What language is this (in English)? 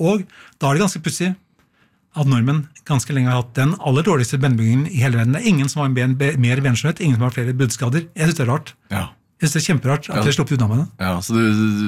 Norwegian